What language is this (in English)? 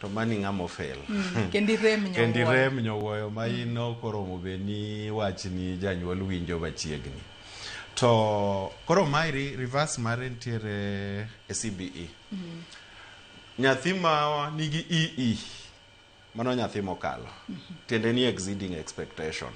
Luo (Kenya and Tanzania)